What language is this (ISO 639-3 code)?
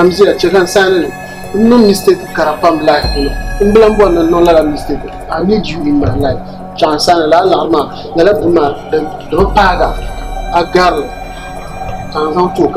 dag